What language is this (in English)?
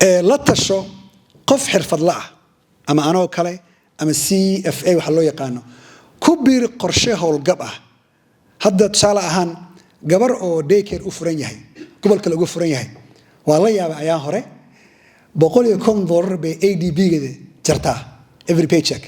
Somali